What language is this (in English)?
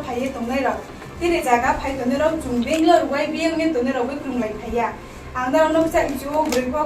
Riang (India)